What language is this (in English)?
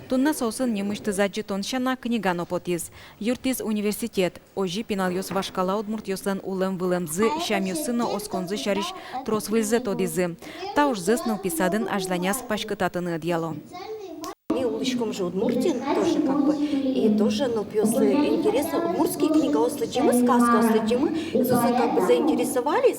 Udmurt